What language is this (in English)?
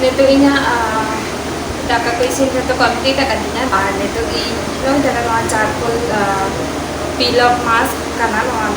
Santali